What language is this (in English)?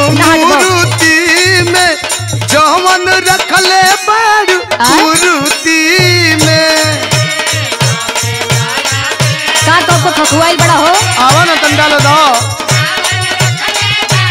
Bhojpuri